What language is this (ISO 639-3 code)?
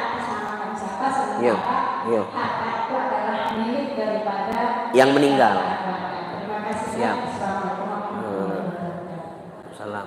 mui